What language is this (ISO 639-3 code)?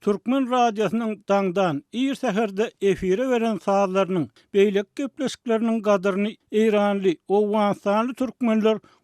tuk